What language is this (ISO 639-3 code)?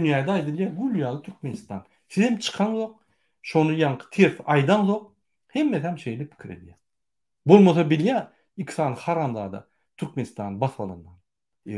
tuk